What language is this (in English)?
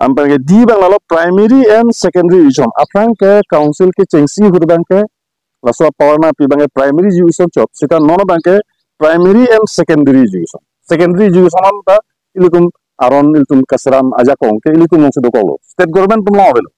Karbi